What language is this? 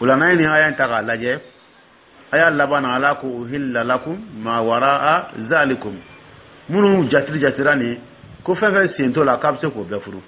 Dyula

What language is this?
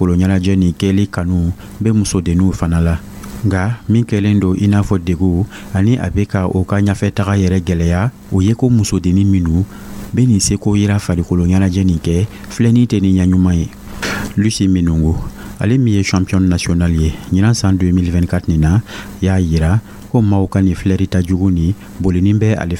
Dyula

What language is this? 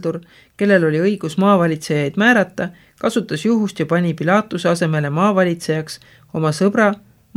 Estonian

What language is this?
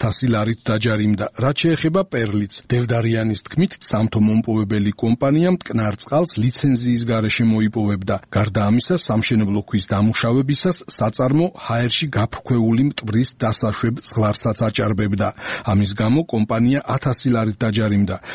Georgian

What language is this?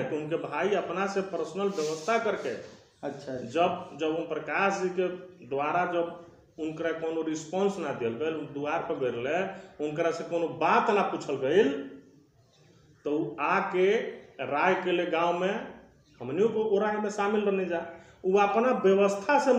Bhojpuri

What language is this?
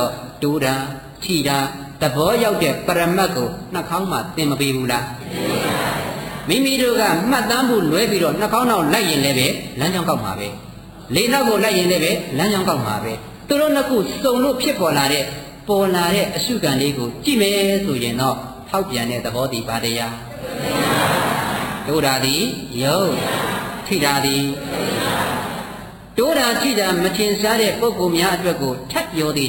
Burmese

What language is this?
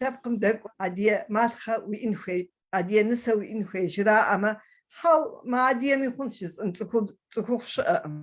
Kabardian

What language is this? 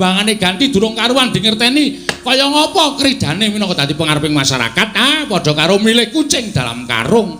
Javanese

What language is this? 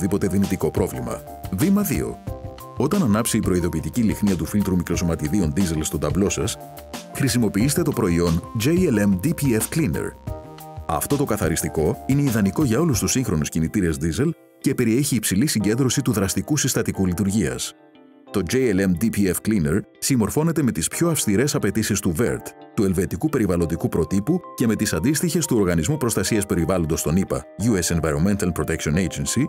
Greek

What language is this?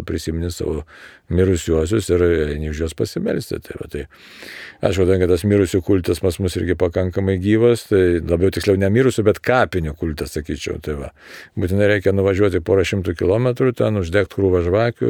Lithuanian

